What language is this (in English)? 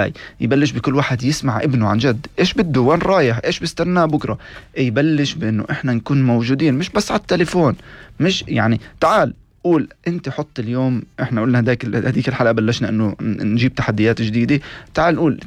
North Levantine Arabic